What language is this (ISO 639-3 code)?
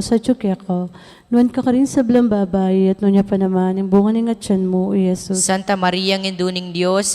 pam